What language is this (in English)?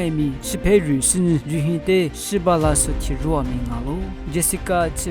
Lisu